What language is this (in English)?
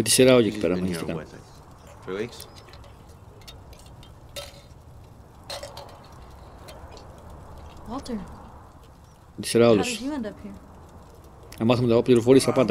Greek